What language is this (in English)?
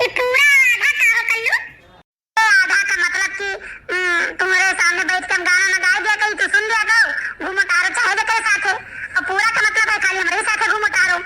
Awadhi